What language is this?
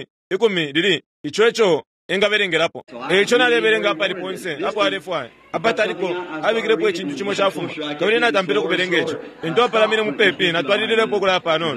Bemba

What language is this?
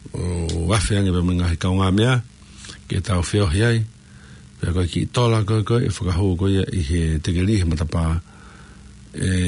Tongan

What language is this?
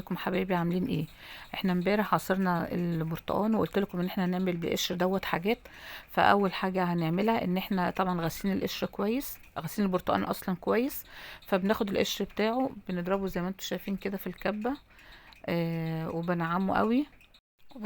Egyptian Arabic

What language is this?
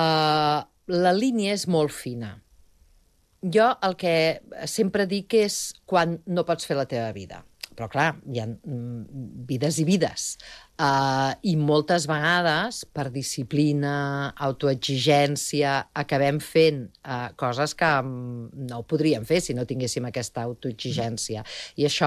Catalan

